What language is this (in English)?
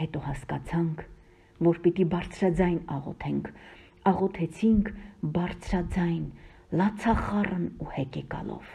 Armenian